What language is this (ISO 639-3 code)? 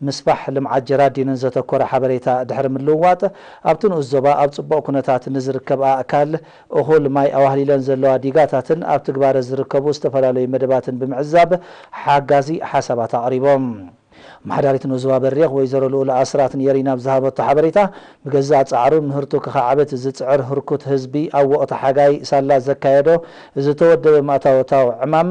tir